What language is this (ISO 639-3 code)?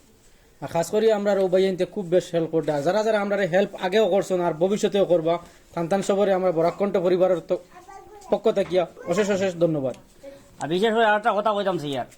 syl